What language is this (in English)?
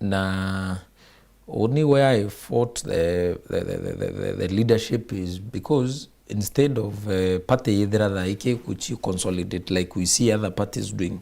Meru